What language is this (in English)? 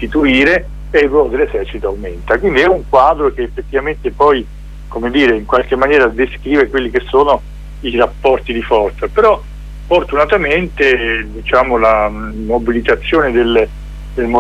Italian